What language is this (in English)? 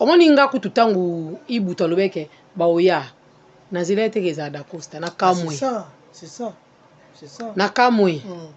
Lingala